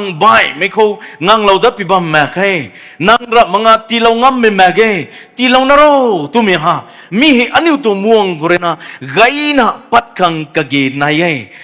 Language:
Rongmei Naga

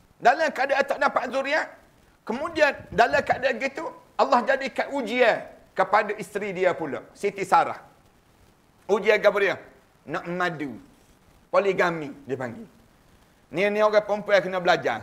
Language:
Malay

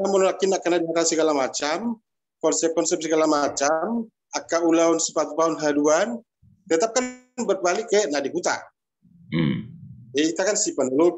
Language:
Batak Toba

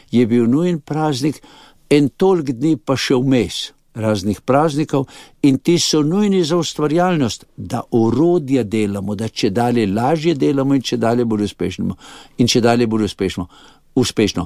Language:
Slovenian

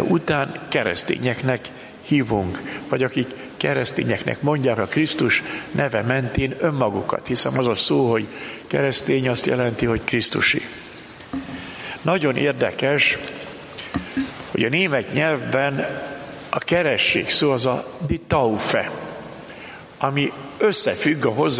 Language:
Hungarian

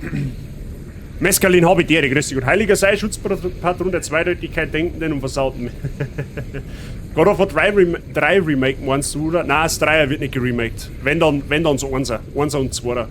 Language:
Bavarian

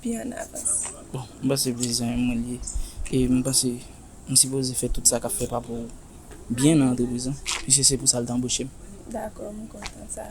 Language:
Haitian Creole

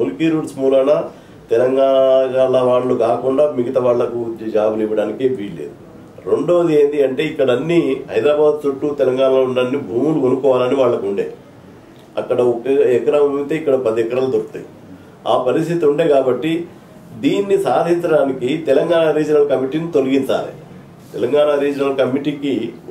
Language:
Telugu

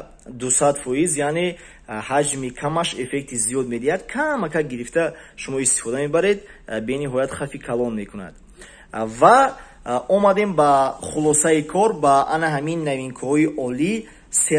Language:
Tajik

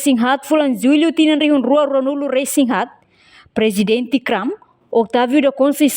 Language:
Tetum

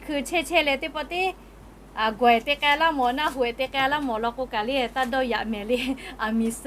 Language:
Lahu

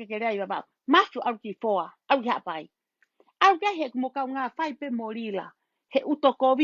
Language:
Tongan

